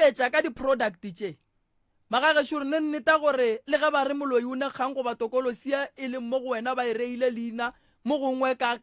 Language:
Northern Sotho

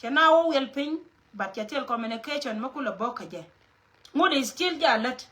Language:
Nuer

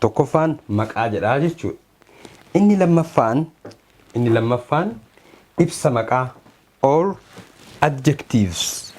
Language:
Oromo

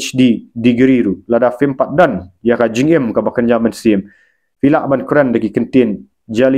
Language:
Khasi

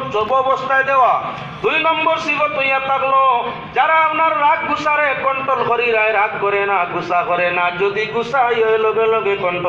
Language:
Sylheti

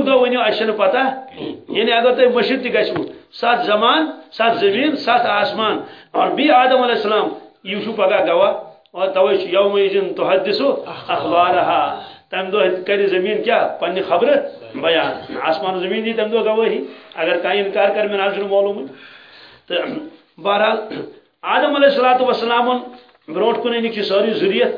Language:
Kashmiri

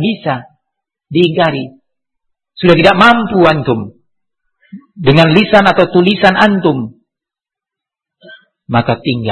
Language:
Indonesian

